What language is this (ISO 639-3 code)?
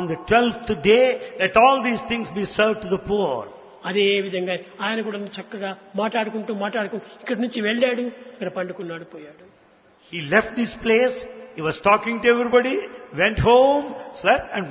tel